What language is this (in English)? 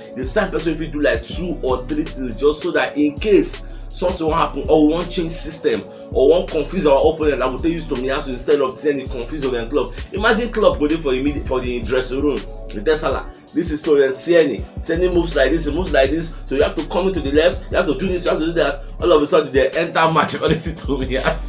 Nigerian Pidgin